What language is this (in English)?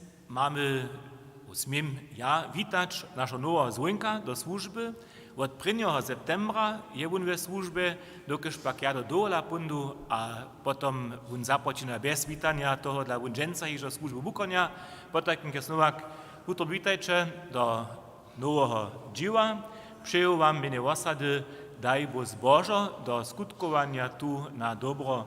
Upper Sorbian